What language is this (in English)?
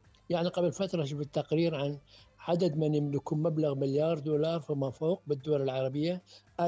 Mesopotamian Arabic